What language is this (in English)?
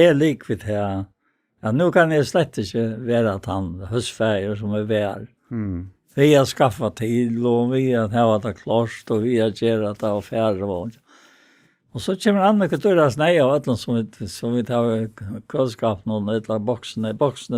Faroese